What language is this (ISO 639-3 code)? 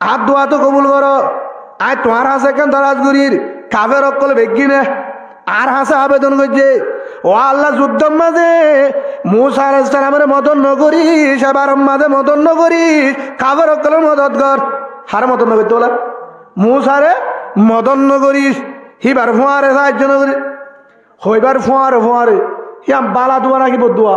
rhg